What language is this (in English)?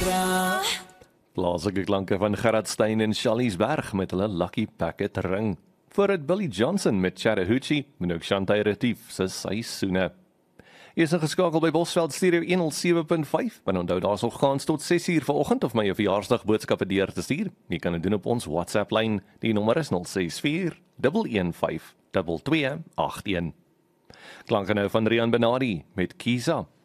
Afrikaans